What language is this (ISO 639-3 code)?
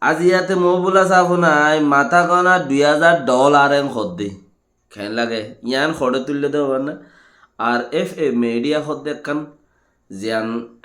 rhg